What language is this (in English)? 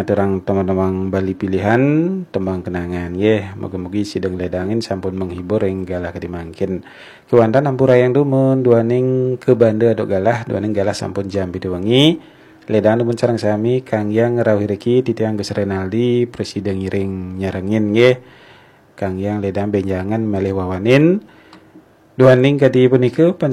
Balinese